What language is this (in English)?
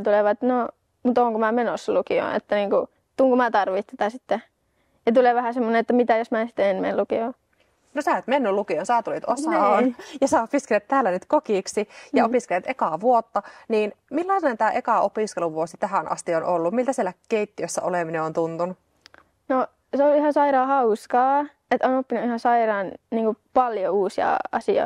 Finnish